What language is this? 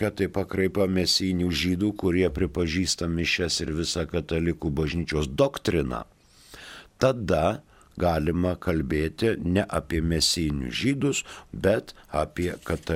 Lithuanian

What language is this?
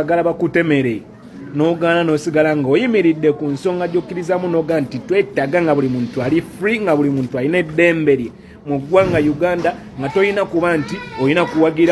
Ganda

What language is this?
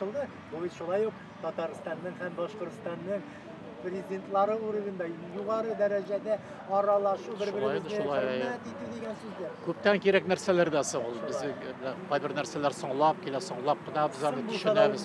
Tatar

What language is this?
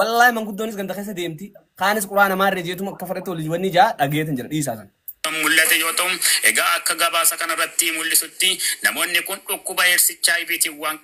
Oromo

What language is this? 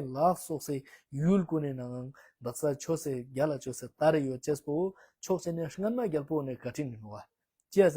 Ladakhi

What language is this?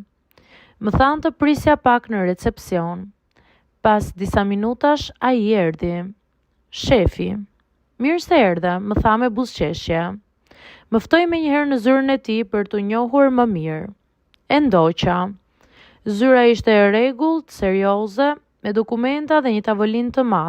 Albanian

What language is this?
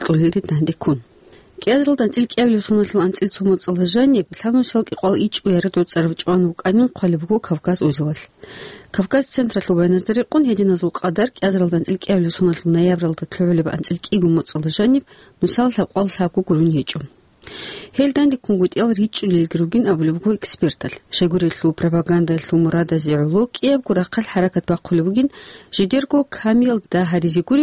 Avaric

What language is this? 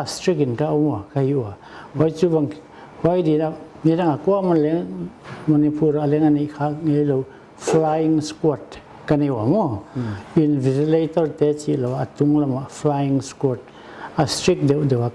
Paite Chin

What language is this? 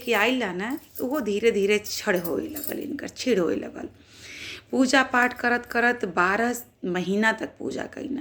Bhojpuri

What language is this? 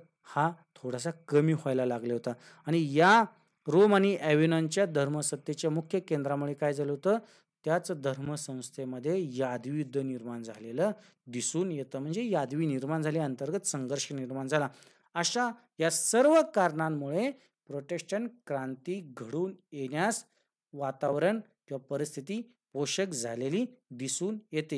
Marathi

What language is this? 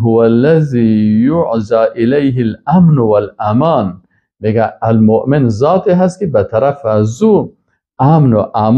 Persian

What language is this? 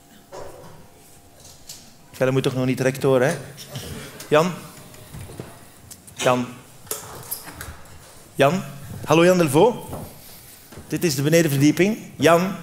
Dutch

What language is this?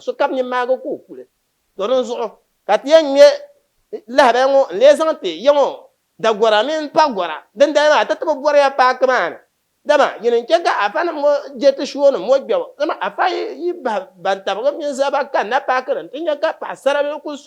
Dagbani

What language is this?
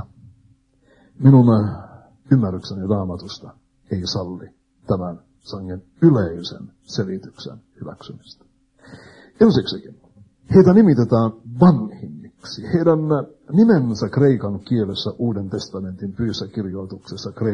Finnish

